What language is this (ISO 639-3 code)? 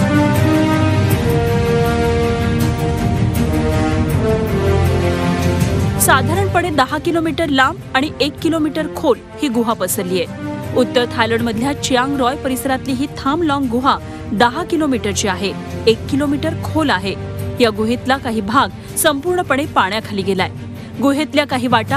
mar